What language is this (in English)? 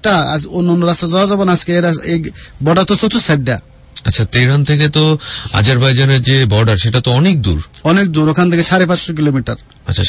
Bangla